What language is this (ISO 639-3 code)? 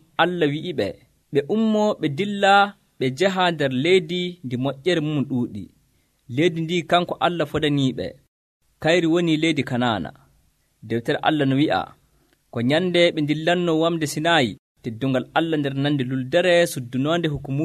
fuv